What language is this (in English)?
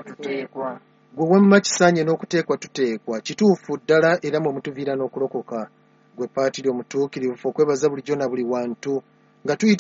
Ganda